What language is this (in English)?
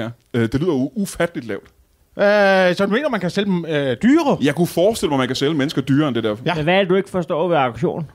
Danish